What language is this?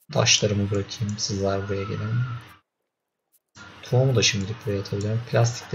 Turkish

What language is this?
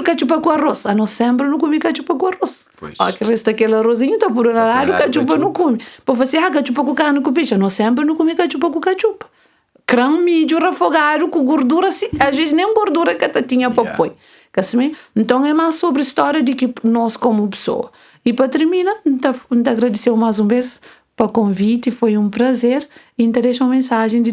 Kabuverdianu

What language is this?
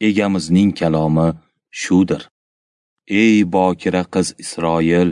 Uzbek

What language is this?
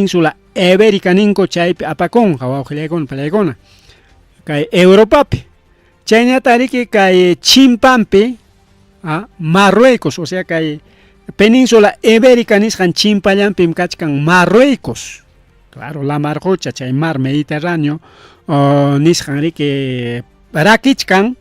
Ayacucho Quechua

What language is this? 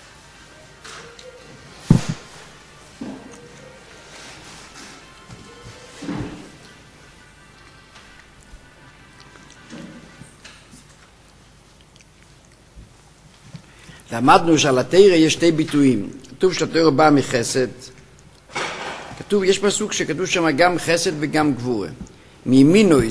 Hebrew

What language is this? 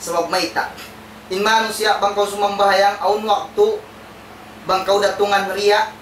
Tausug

